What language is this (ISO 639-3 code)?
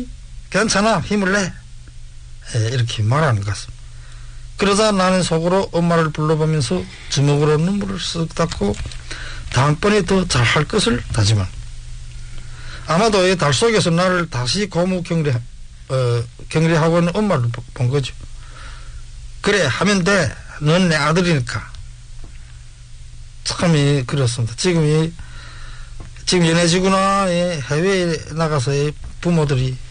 kor